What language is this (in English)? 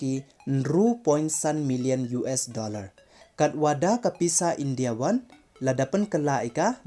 Pnar